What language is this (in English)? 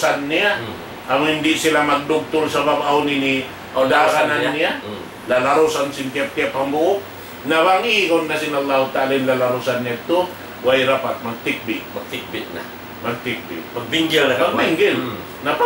Tausug